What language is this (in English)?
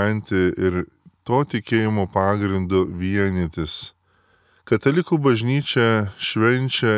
Lithuanian